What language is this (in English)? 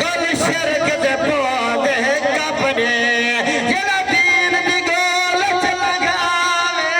Saraiki